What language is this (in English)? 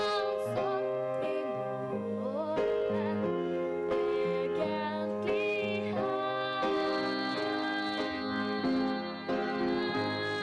Norwegian